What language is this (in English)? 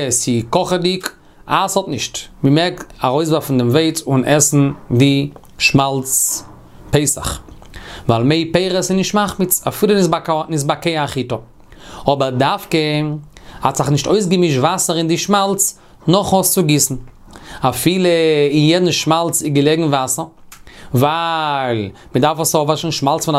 Yiddish